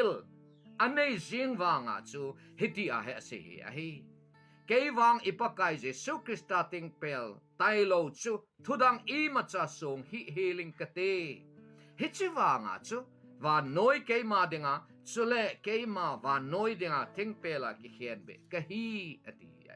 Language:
Thado Chin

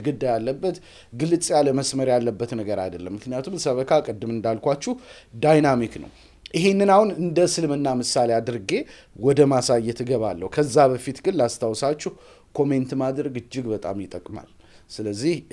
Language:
Amharic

